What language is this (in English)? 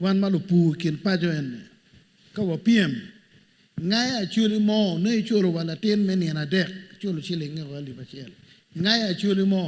Acoli